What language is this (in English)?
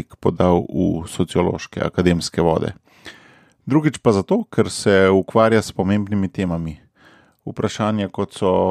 Slovenian